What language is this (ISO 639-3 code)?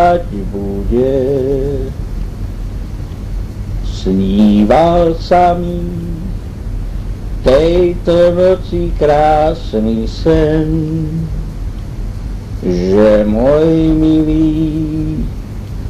slk